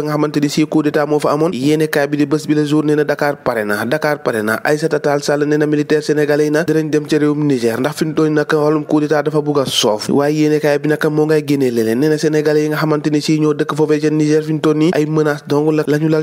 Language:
Wolof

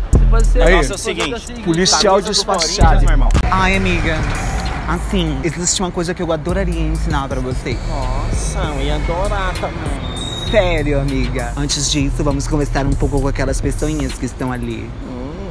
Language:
Portuguese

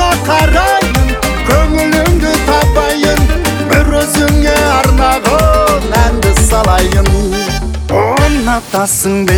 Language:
Kazakh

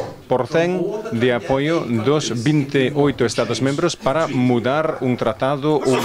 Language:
Galician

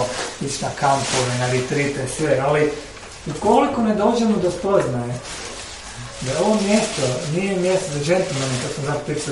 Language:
Croatian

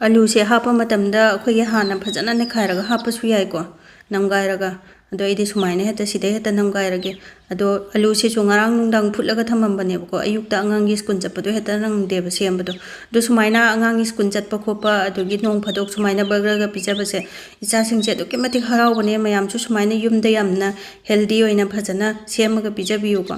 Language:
Manipuri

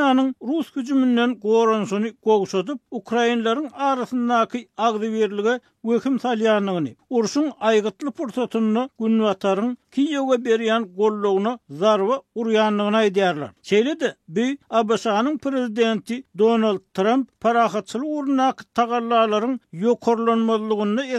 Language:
Turkmen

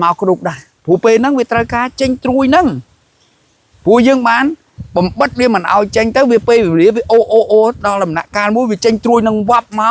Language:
Khmer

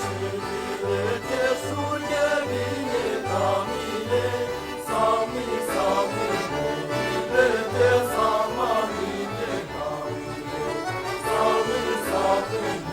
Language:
Chuvash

